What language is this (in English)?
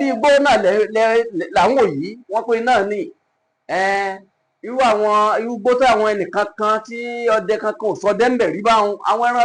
Yoruba